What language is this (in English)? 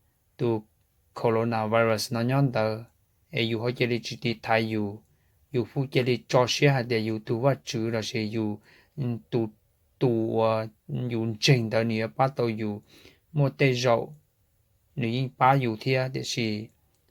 Hmong